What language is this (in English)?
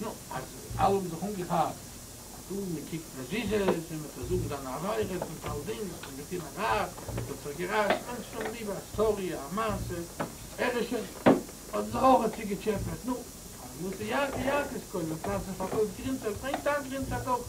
Yiddish